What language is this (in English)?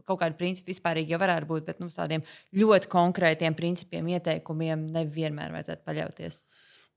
Latvian